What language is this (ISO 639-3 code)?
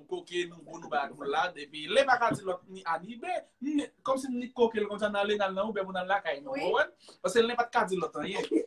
hat